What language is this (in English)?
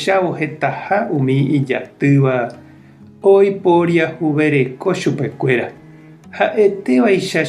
Guarani